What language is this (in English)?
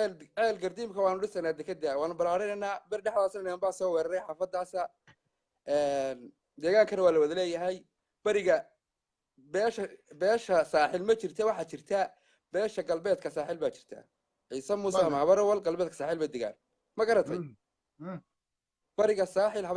Somali